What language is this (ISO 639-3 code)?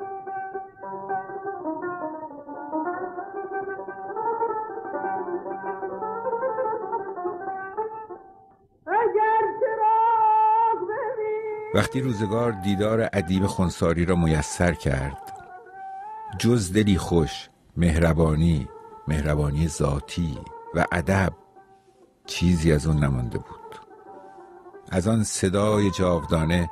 fas